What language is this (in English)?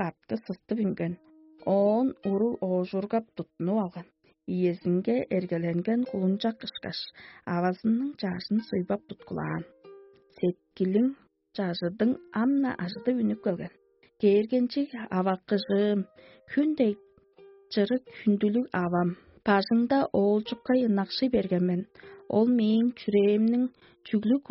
Tuvinian